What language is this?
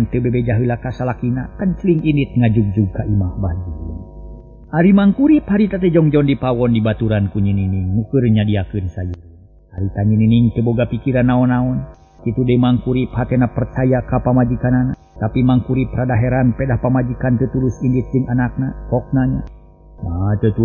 Sundanese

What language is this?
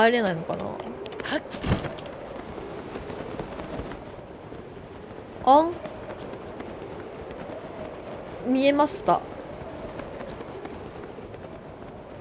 Japanese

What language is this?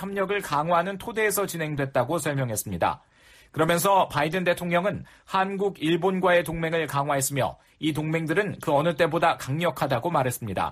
Korean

